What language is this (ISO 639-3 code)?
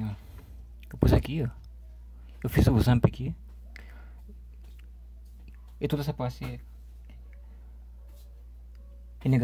por